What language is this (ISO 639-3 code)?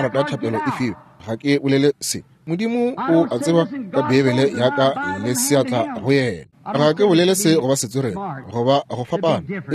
nso